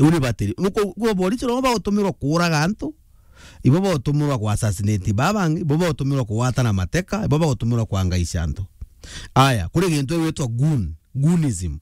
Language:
Meru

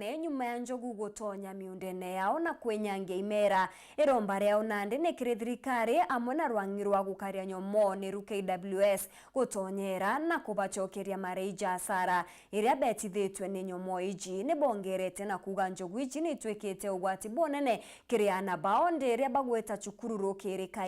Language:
Meru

